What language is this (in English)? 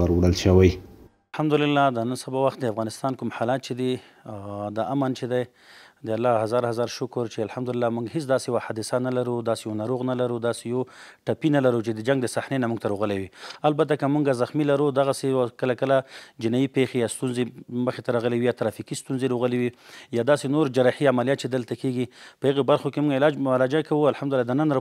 Pashto